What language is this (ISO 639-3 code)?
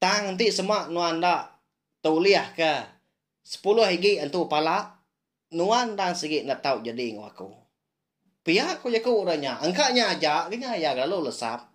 iba